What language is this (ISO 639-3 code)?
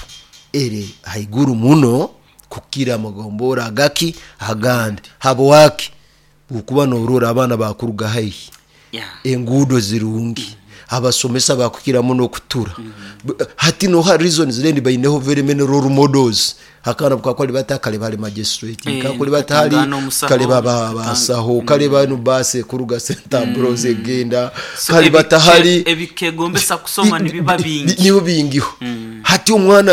nyo